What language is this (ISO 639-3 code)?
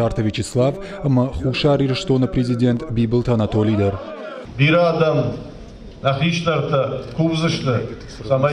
oss